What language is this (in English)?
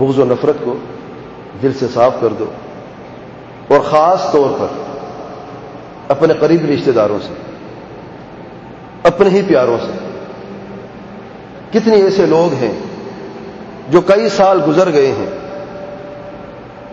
Urdu